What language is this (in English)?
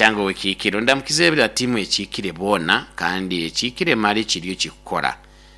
Nyoro